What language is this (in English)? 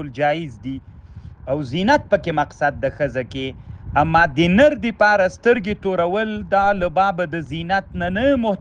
Pashto